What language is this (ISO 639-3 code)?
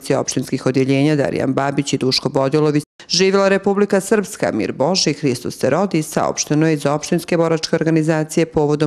srp